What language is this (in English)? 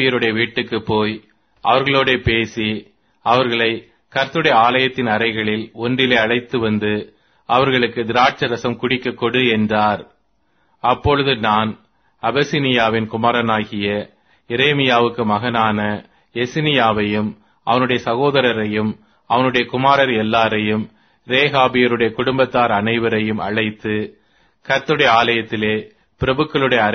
Tamil